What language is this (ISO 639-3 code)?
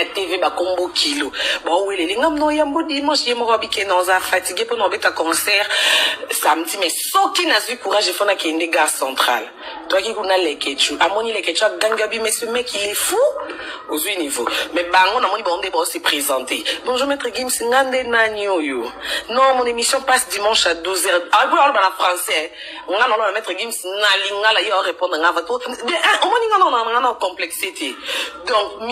lin